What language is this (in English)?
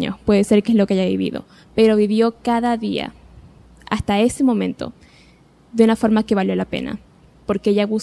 Spanish